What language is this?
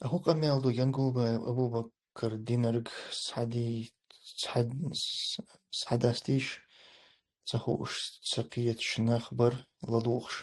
Chechen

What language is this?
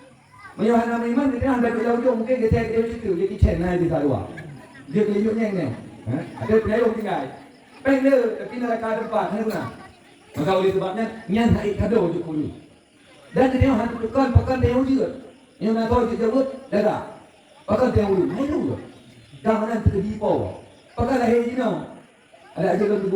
Achinese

